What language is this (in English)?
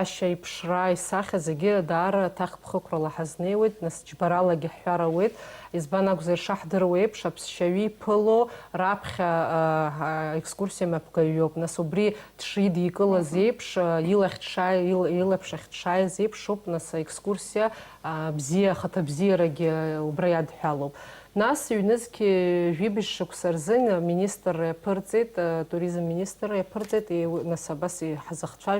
Abkhazian